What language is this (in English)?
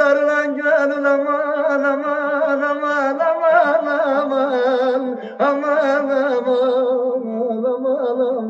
Turkish